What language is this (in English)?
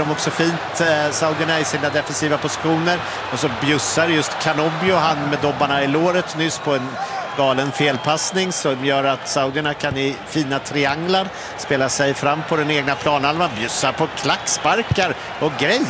Swedish